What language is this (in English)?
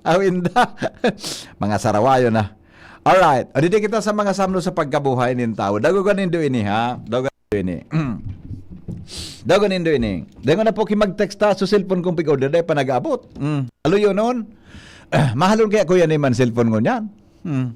Bikol